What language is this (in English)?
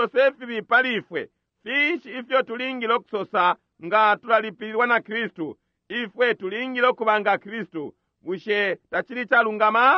Bemba